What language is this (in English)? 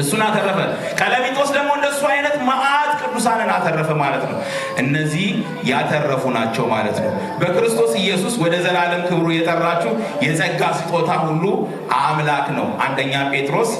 Amharic